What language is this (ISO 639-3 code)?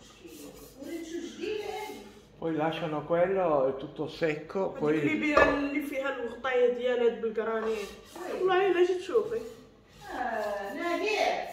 ary